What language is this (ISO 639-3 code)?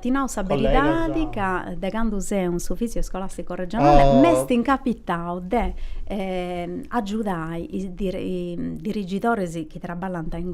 srd